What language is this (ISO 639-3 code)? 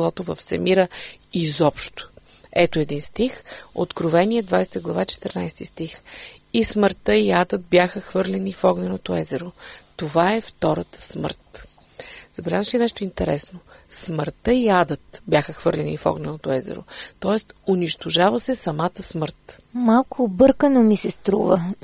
bul